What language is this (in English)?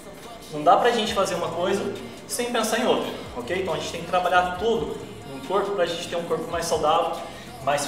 Portuguese